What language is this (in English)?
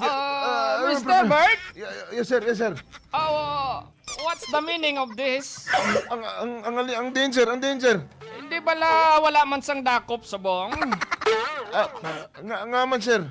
Hiligaynon